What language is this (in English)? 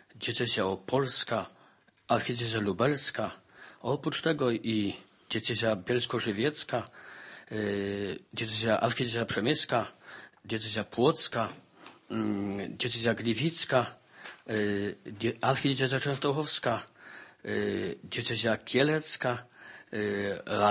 Polish